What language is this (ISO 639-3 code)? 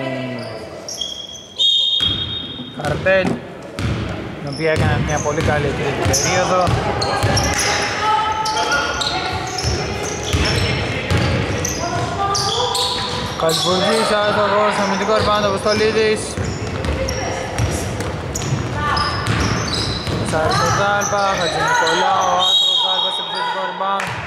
ell